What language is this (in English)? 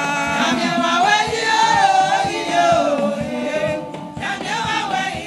Baoulé